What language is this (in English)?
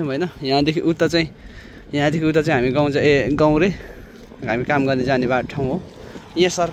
Nepali